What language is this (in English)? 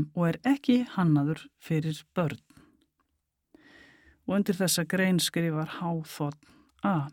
Icelandic